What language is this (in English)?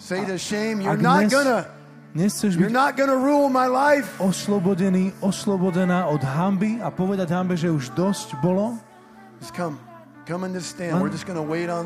Slovak